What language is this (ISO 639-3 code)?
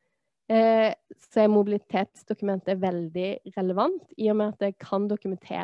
nor